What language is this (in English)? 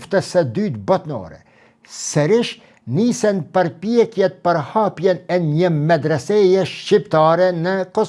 Albanian